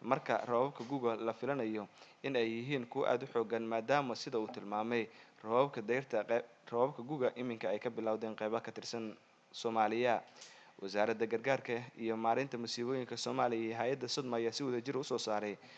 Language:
Somali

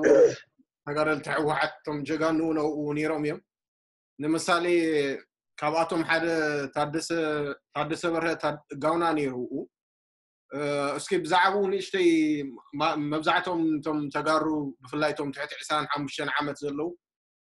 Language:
Tigrinya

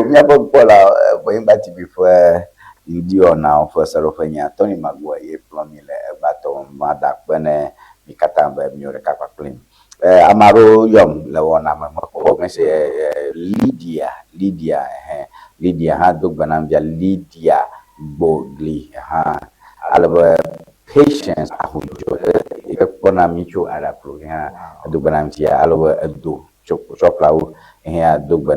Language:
Ewe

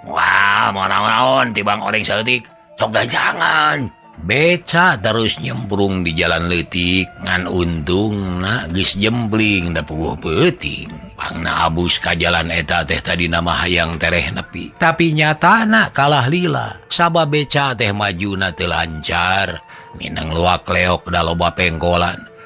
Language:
Sundanese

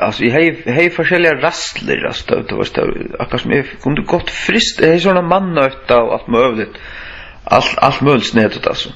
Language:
Faroese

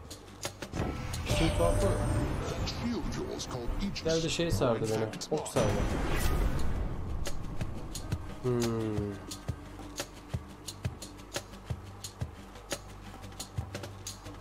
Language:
Turkish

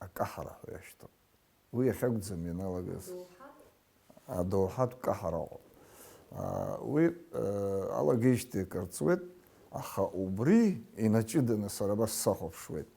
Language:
Abkhazian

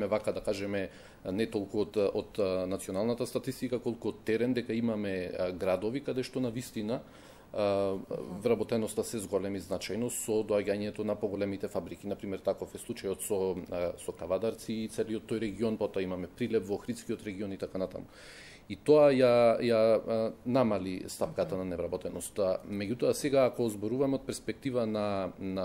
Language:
Macedonian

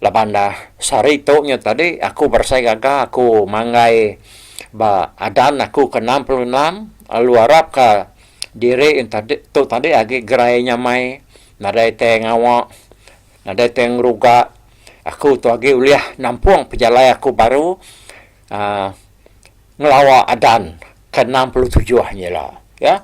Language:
Iban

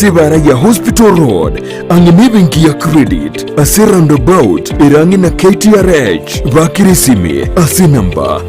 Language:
Gusii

